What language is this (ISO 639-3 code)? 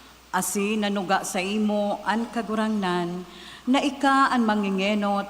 bik